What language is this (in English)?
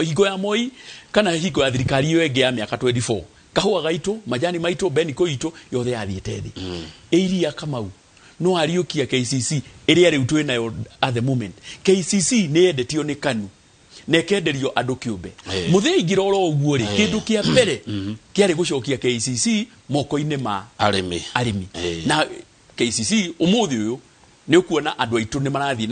Kikuyu